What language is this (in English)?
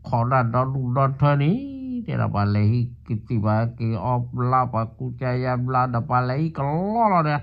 S'gaw Karen